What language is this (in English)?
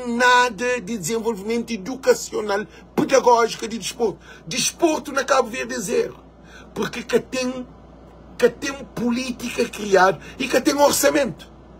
Kabuverdianu